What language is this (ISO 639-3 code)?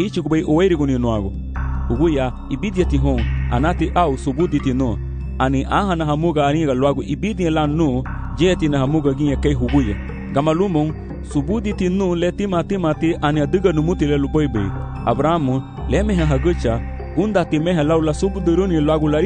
cab